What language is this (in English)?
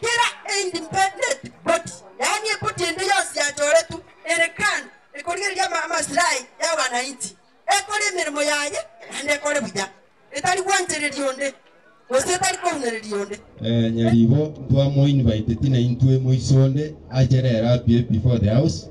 Gusii